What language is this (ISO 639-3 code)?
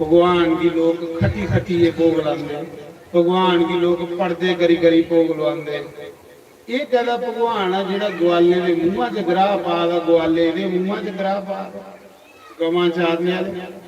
doi